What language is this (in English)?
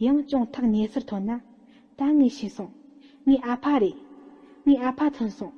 Tibetan